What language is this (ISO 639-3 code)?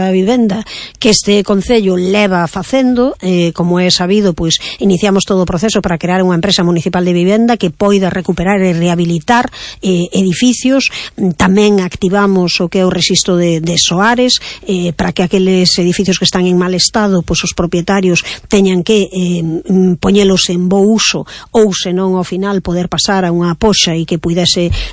glg